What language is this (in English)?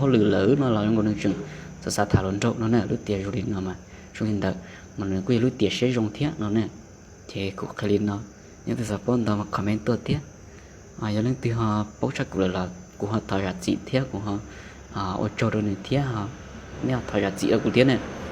Hmong